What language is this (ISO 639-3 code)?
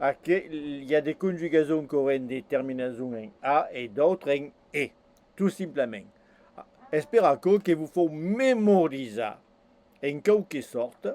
oci